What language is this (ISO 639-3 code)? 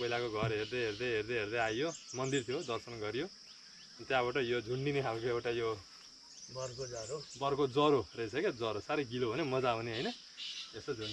nep